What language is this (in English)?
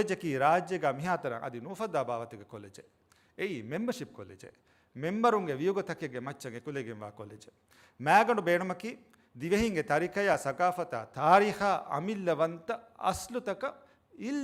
Divehi